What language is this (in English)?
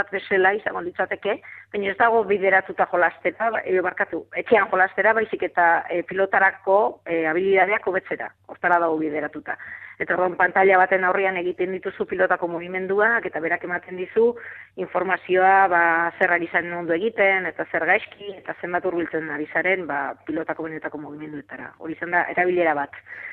Basque